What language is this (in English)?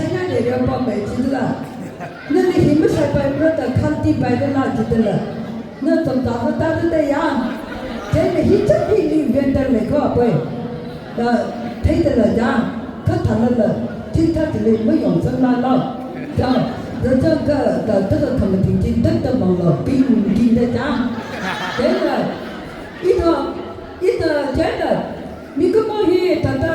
Tangkhul Naga (India)